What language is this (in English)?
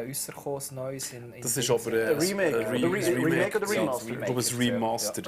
Swiss German